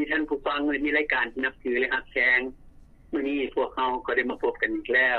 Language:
Lao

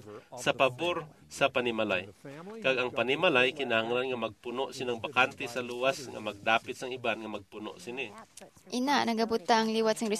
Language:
Hiligaynon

